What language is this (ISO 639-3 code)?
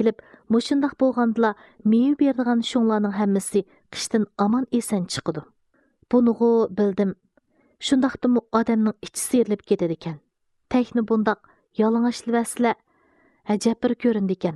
uig